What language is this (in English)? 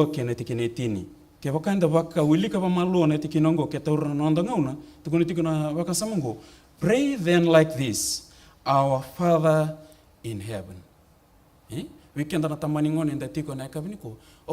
Fijian